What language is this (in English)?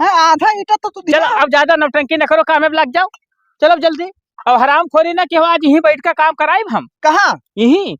Awadhi